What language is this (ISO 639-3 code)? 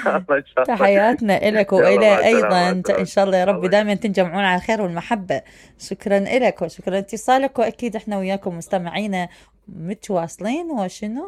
acm